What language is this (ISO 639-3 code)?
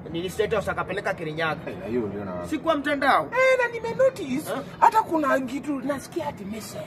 swa